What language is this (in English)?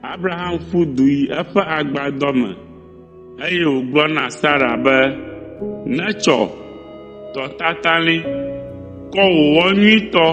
Ewe